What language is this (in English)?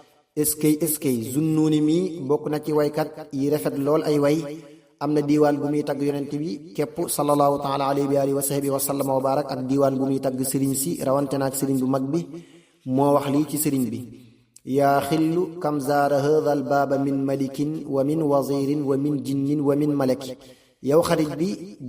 Wolof